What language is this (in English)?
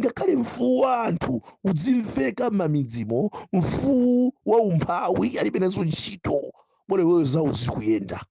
Nyanja